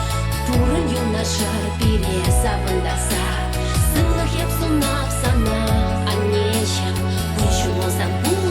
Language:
Chuvash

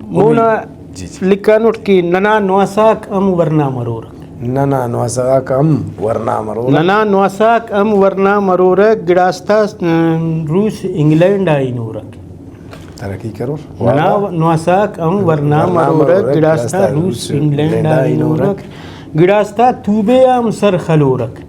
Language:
Brahui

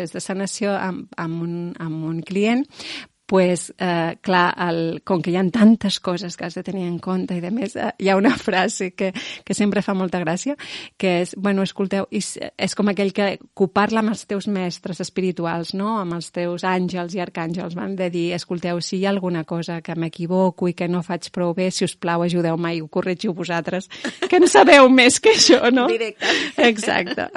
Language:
Catalan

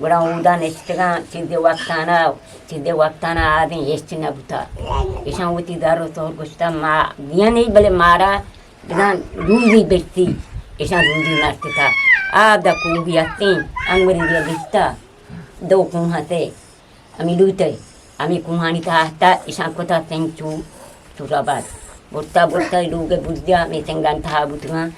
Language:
Eastern Balochi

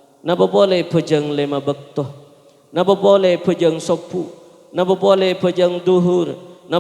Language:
Madurese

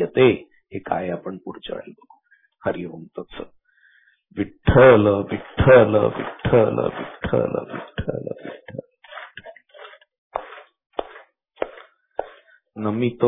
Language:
Marathi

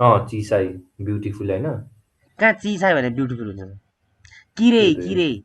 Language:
Nepali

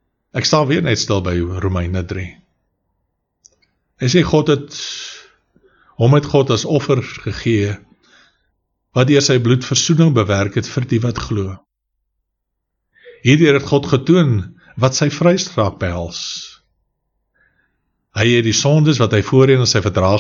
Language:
Afrikaans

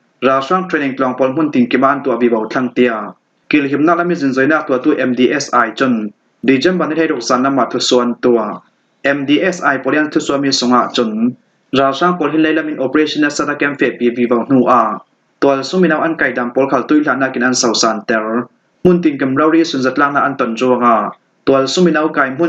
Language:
Falam Chin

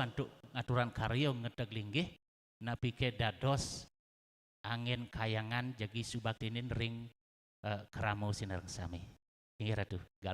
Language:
Balinese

